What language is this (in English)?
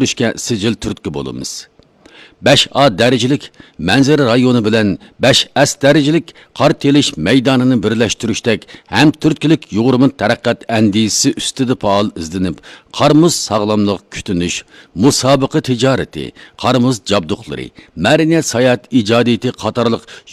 Uyghur